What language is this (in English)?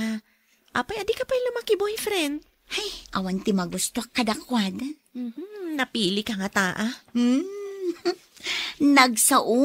Iloko